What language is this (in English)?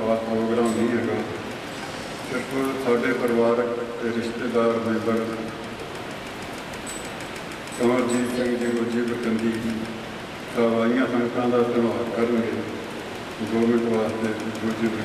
Punjabi